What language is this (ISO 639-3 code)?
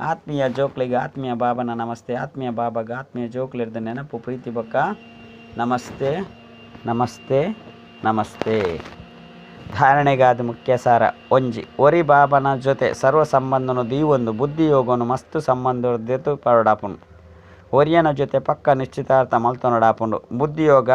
tcy